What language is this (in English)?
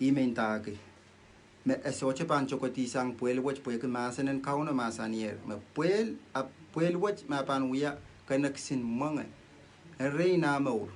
Pohnpeian